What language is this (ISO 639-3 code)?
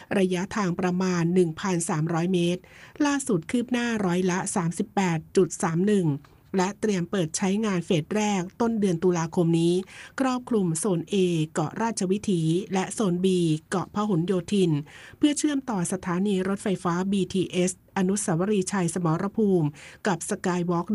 tha